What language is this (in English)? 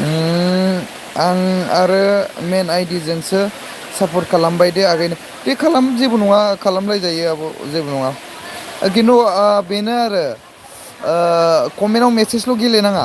Bodo